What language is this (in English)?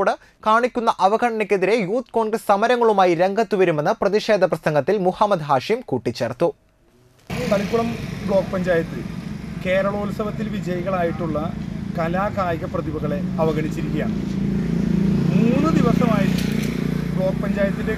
Malayalam